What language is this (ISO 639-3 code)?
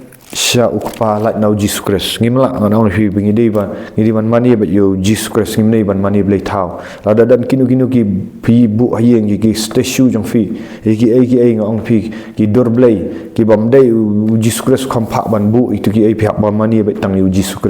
kha